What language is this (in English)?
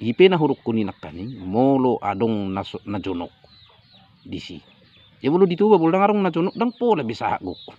Batak Toba